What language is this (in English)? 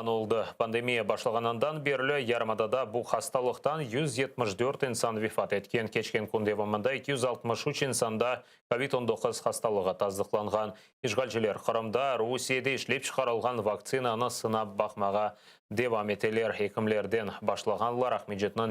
Crimean Tatar